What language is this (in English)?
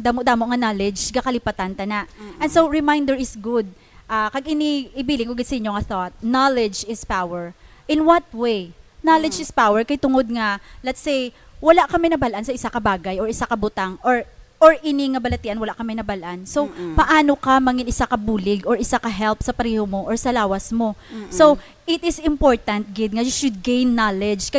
Hiligaynon